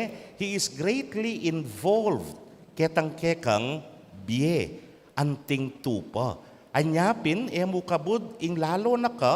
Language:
Pampanga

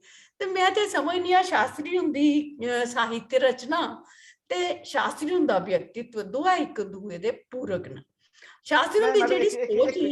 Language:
Dogri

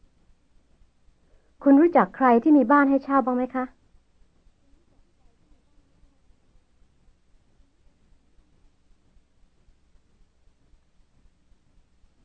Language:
Thai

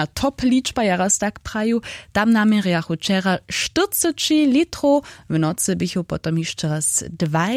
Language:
Upper Sorbian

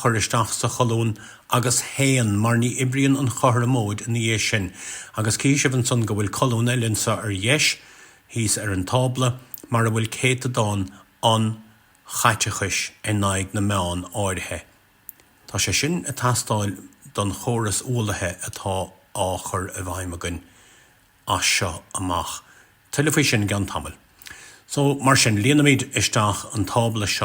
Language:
Irish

